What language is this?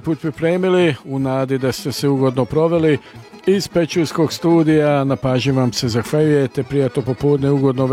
Croatian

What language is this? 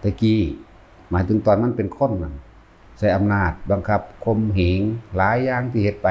Northeastern Thai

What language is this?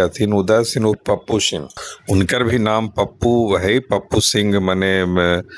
Magahi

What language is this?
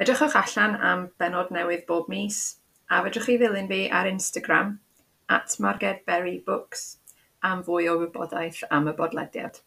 Welsh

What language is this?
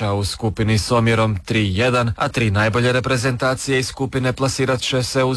Croatian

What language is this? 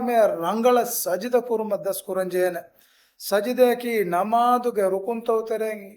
Divehi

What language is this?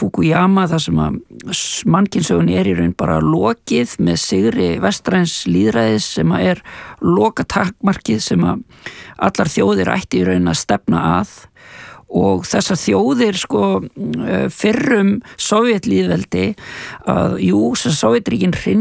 Icelandic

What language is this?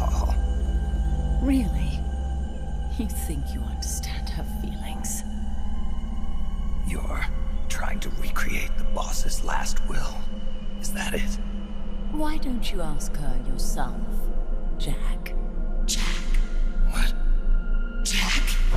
English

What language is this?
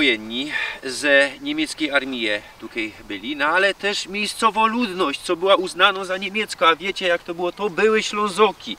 Silesian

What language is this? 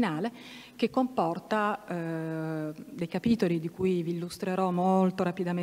Italian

